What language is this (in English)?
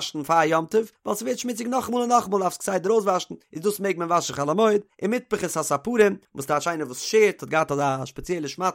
Yiddish